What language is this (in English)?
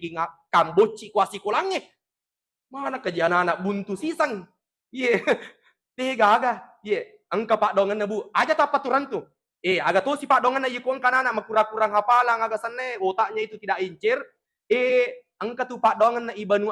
Buginese